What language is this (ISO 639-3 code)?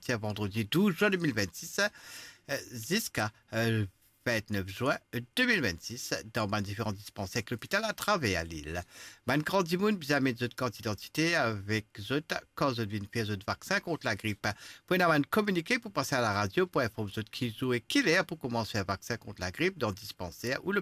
mfe